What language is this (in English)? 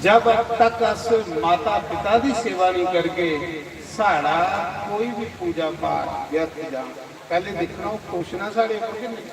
Dogri